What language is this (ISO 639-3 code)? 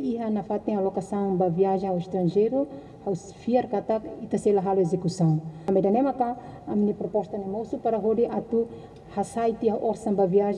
tet